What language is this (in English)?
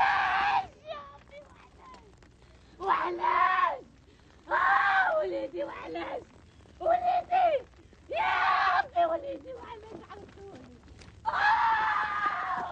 Algerian Arabic